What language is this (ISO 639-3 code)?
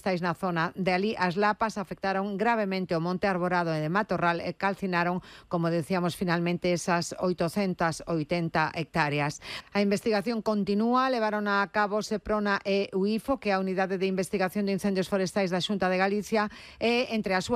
glg